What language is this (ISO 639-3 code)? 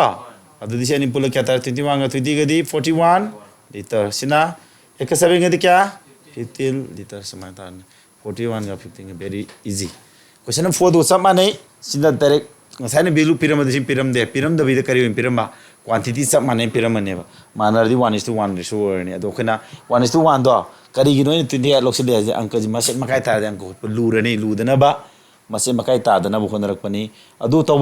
mni